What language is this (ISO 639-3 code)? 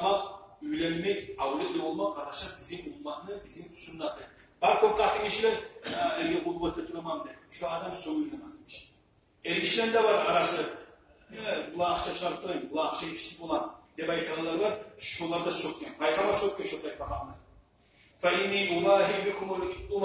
kum